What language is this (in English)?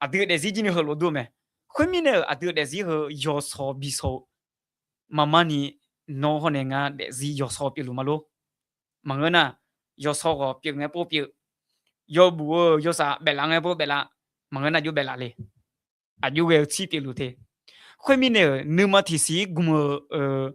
Akha